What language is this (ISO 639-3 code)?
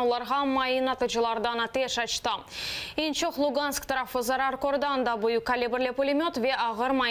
crh